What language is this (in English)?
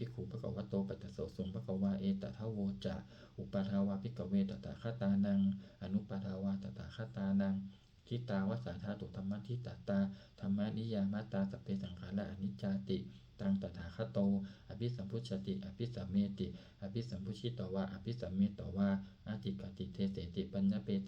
Pali